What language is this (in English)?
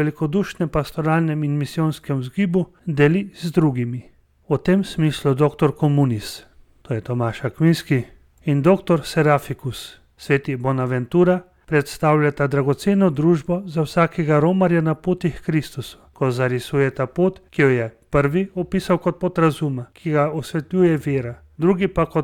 Slovenian